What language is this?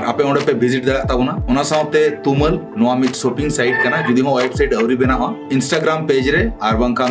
Santali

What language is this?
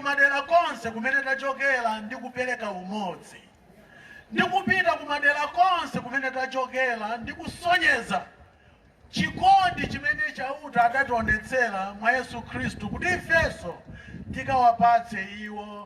Nyanja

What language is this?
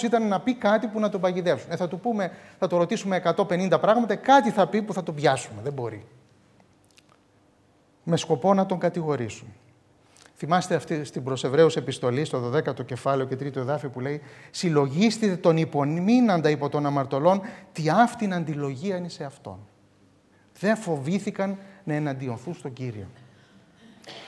Greek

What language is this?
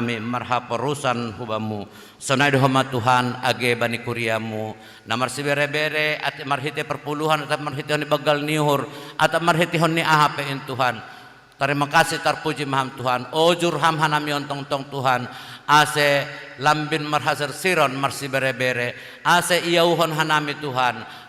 Batak Simalungun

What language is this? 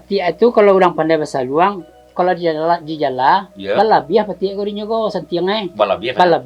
Minangkabau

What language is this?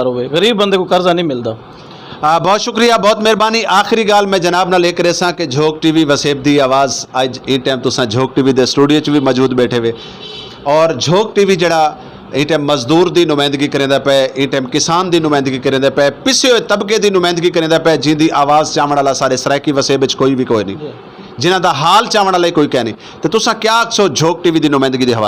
Saraiki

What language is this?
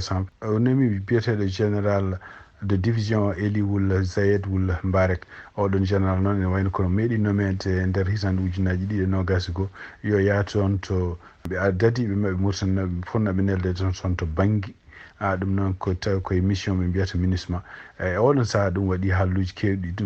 Fula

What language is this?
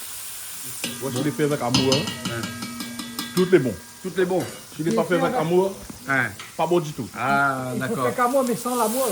Réunion Creole French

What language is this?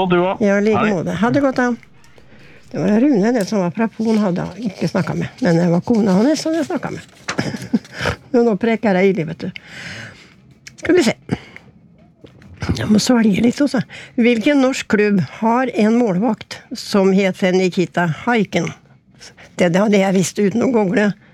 Norwegian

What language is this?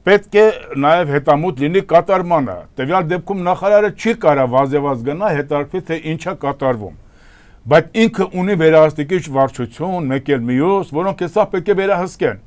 Armenian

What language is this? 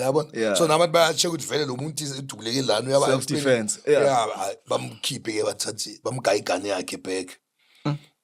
Zulu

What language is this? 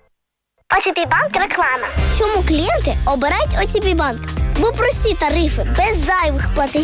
Ukrainian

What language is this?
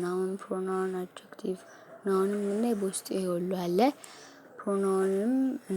Amharic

